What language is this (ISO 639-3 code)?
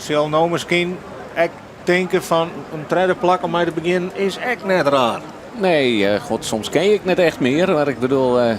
fry